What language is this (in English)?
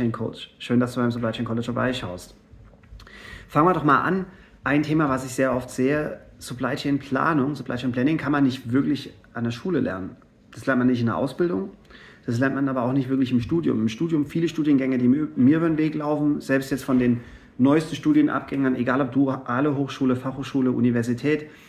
German